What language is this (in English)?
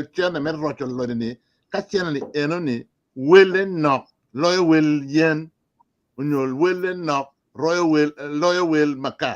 Acoli